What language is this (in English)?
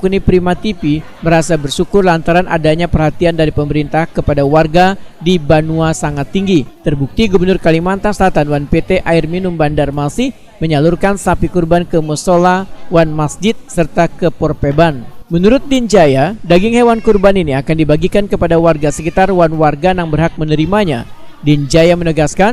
Banjar